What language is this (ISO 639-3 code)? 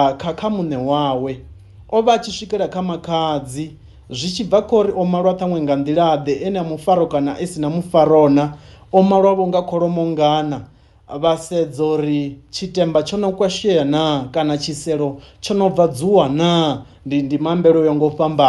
ven